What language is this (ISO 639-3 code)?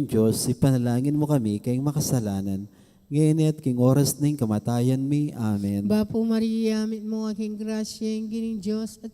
pam